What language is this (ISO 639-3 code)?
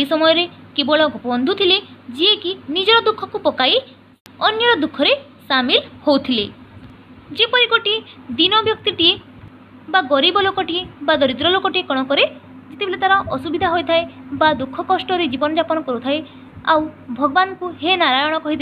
ori